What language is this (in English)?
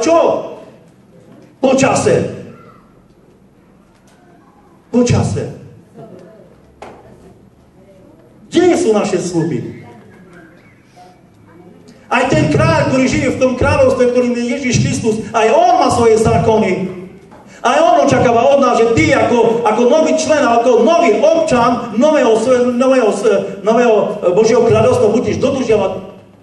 Slovak